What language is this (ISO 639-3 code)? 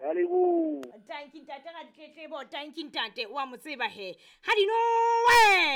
sot